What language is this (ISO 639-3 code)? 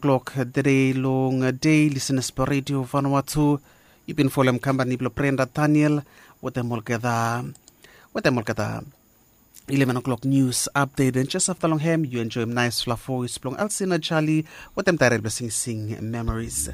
bis